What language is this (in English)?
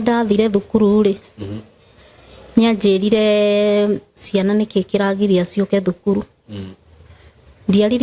Kikuyu